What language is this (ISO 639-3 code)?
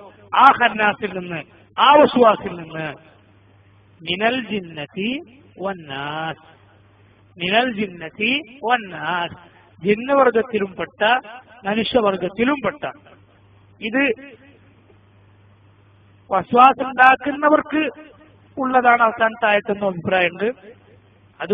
mal